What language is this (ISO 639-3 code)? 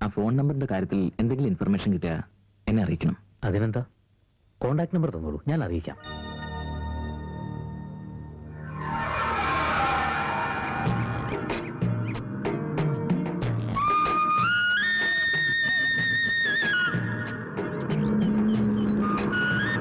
mal